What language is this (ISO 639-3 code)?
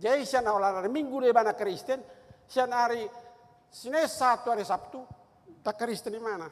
bbc